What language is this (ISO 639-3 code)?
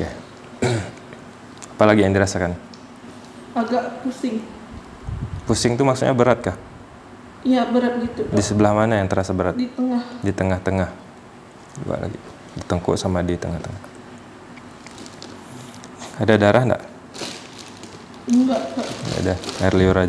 ind